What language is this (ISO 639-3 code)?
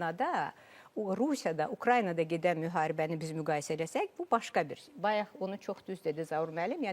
aze